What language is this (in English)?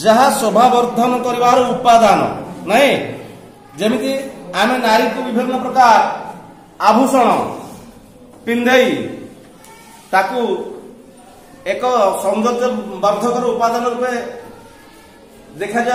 Odia